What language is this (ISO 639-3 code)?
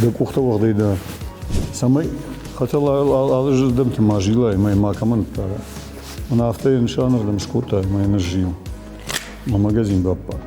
oss